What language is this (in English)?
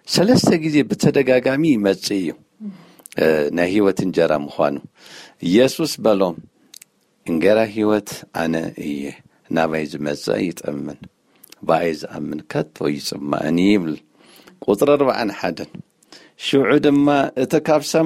Tigrinya